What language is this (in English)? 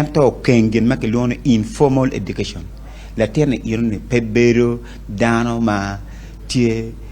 Acoli